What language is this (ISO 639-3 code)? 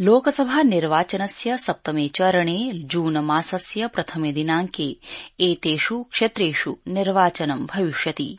san